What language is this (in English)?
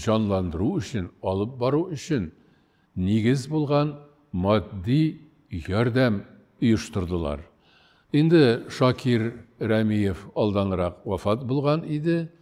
Tatar